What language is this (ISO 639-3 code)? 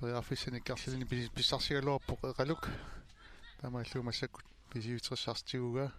kal